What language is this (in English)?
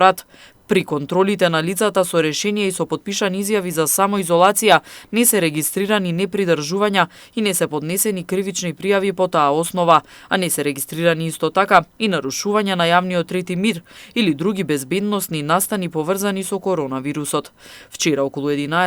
Macedonian